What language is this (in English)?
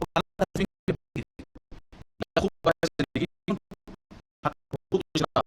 Persian